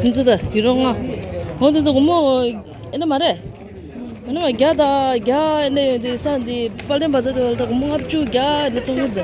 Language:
Tibetan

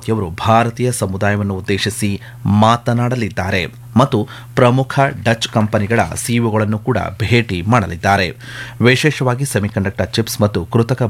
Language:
Kannada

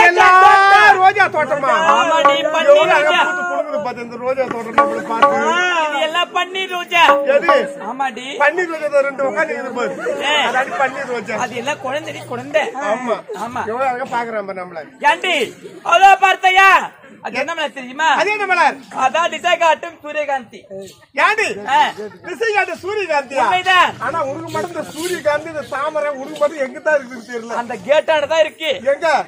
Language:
Tamil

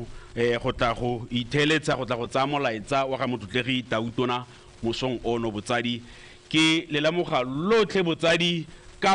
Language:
Tswana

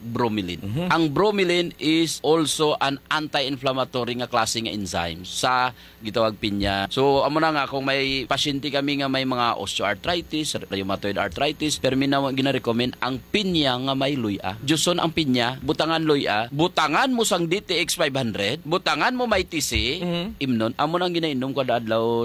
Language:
Hiligaynon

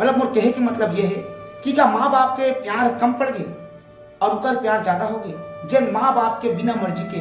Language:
Chhattisgarhi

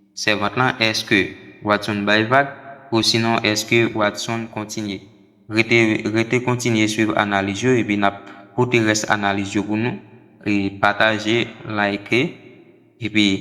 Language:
Haitian Creole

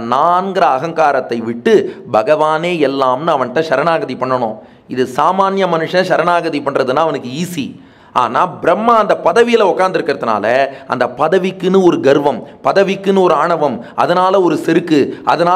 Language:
Tamil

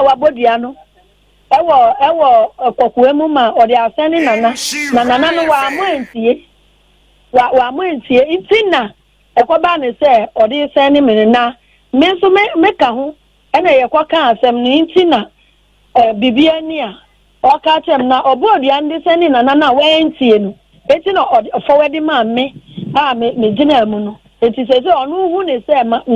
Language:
Akan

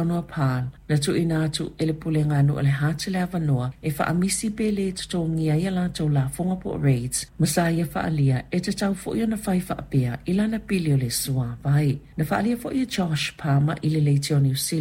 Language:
Samoan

